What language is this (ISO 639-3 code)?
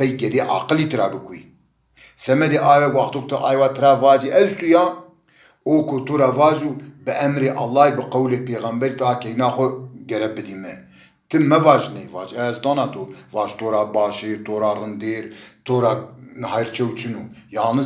zza